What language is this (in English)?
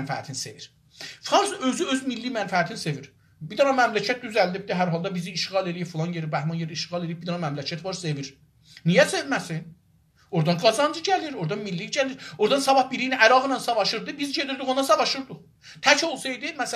South Azerbaijani